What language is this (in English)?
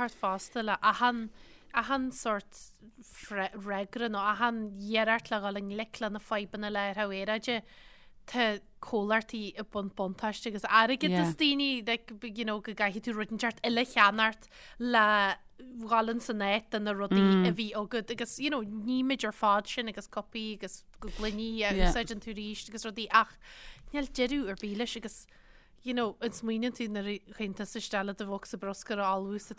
Irish